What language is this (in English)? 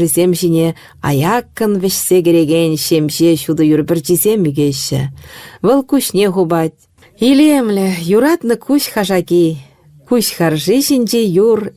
Chuvash